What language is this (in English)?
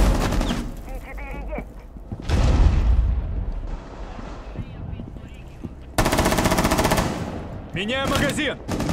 Russian